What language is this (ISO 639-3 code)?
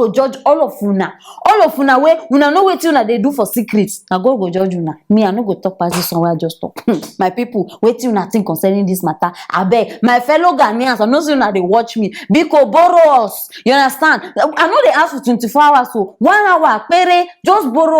pcm